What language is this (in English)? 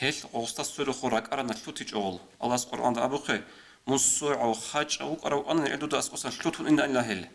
Avaric